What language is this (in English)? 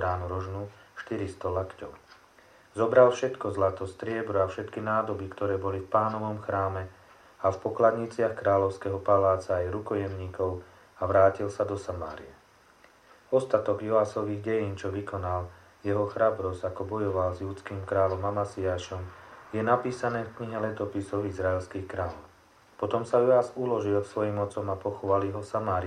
Slovak